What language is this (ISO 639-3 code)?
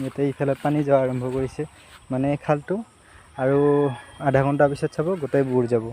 asm